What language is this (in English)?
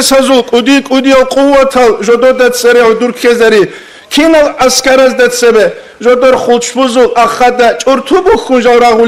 Avaric